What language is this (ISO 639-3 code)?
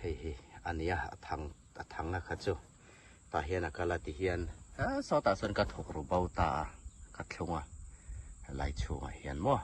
hmr